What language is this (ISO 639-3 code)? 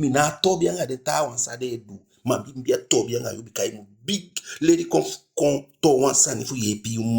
djk